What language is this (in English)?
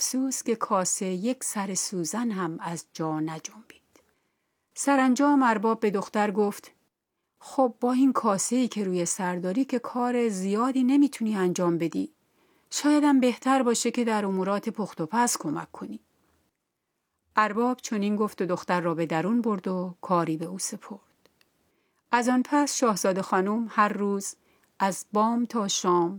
Persian